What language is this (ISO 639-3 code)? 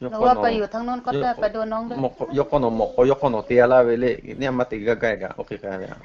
lhu